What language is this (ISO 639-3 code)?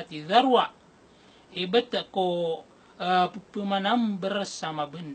mrw